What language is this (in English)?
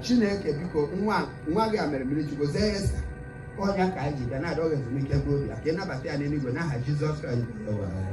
Igbo